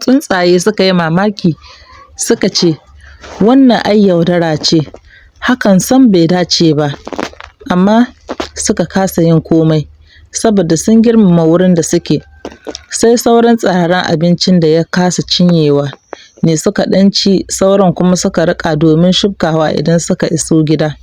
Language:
Hausa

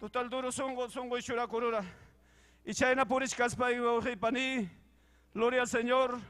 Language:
Ayacucho Quechua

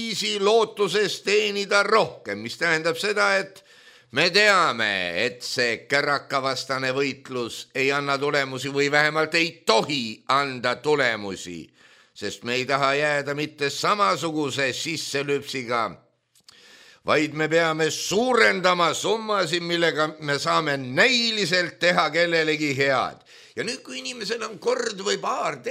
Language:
Estonian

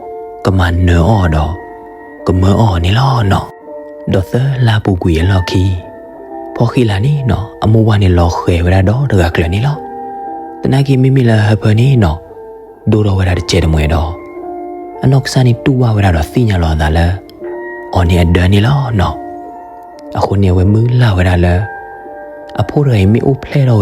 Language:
S'gaw Karen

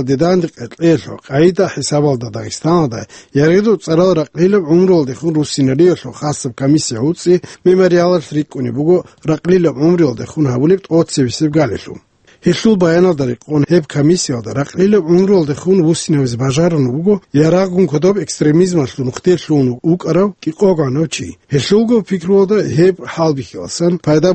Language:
Avaric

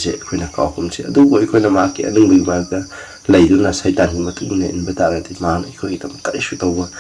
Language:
Manipuri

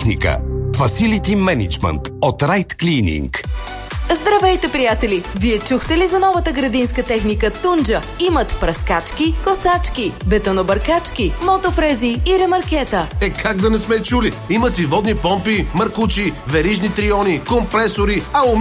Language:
Bulgarian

